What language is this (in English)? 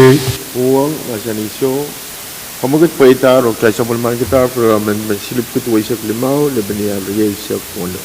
Pohnpeian